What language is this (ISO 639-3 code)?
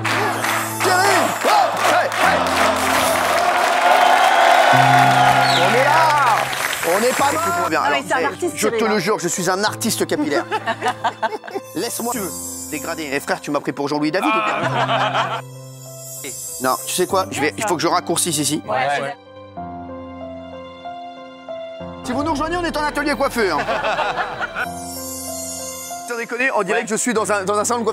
fra